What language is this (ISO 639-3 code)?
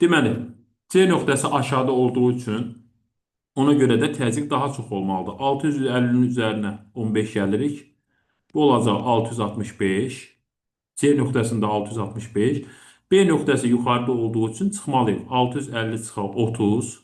aze